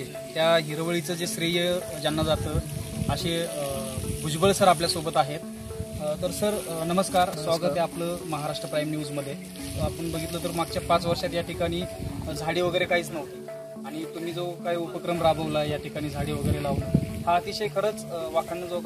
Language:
Marathi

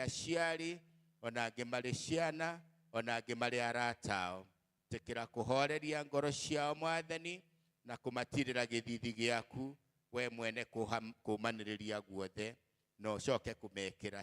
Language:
Kikuyu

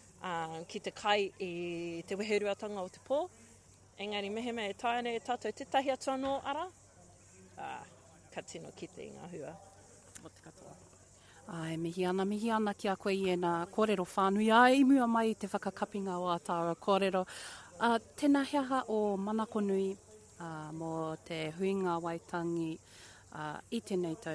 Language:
Māori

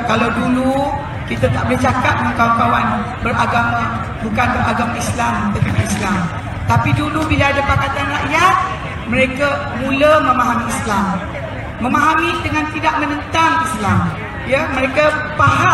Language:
Malay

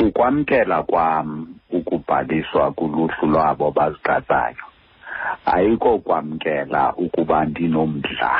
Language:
Xhosa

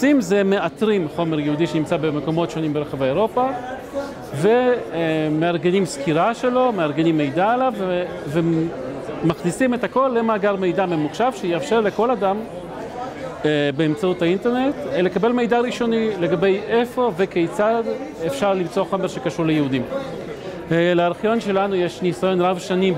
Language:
Hebrew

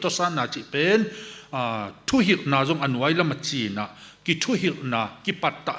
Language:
Tedim Chin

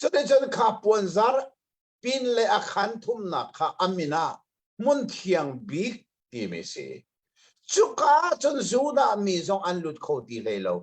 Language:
Hakha Chin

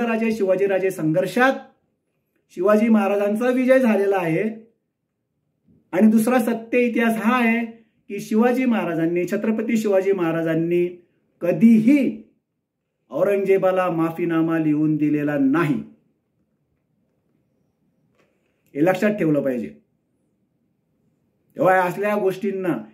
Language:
Marathi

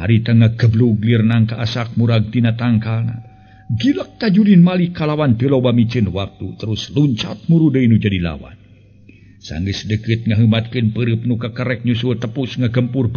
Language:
Sundanese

